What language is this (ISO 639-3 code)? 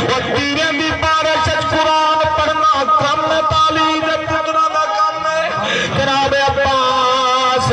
skr